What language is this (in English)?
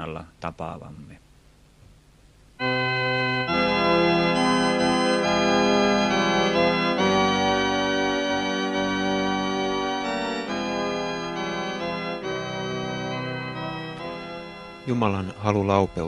Finnish